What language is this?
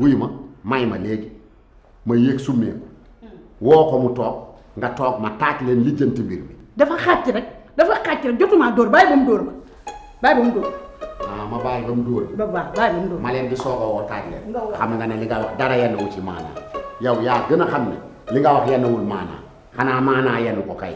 Wolof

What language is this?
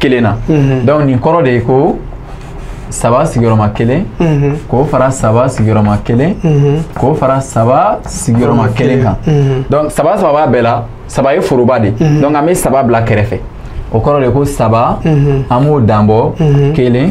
Bambara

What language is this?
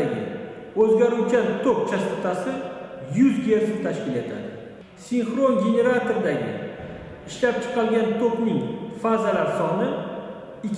Uzbek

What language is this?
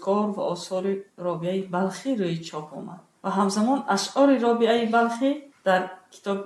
Tajik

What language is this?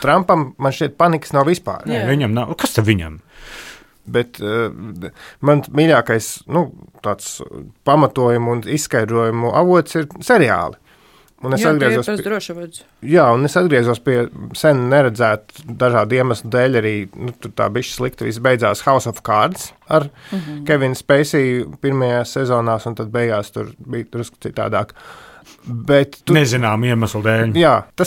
Latvian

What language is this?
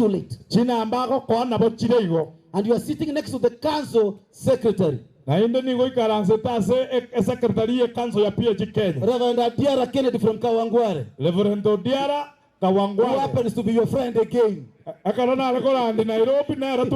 Gusii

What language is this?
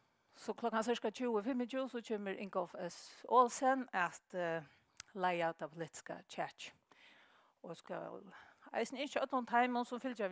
Faroese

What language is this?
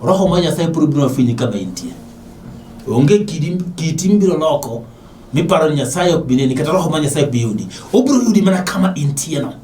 Luo (Kenya and Tanzania)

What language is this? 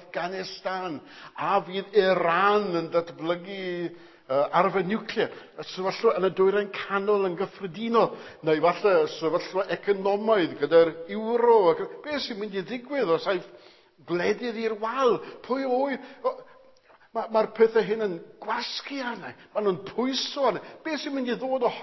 Welsh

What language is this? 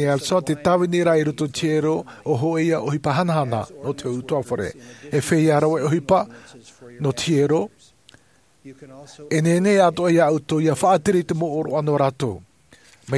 Tahitian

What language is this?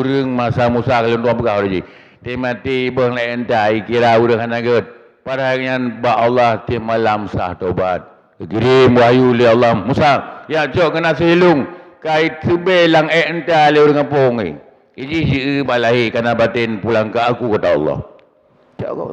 Achinese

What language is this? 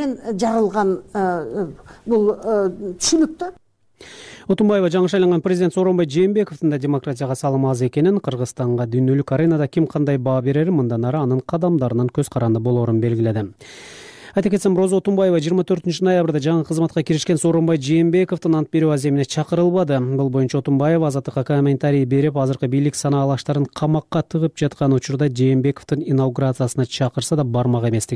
Kyrgyz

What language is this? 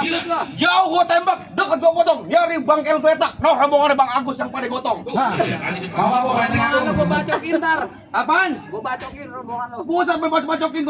Betawi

